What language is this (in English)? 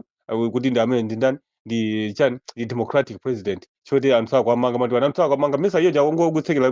Nyanja